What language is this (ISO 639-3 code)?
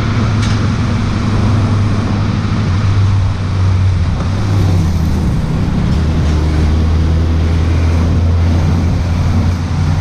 tha